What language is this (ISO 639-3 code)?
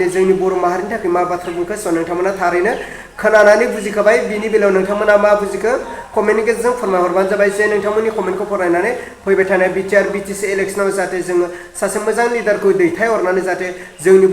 brx